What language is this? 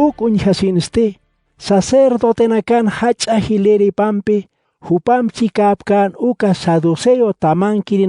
Aymara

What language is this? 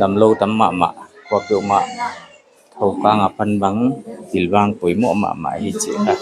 Paite Chin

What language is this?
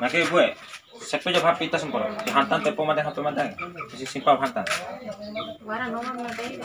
Bima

